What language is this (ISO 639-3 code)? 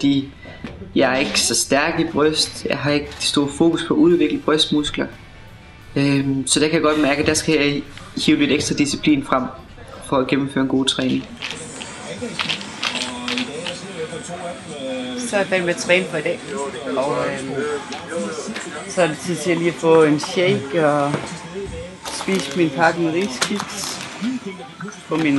dan